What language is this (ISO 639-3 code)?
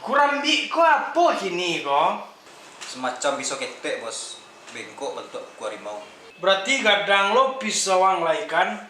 min